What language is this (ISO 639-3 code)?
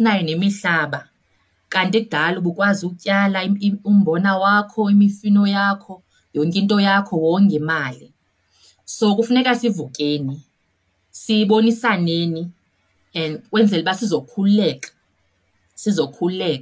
xho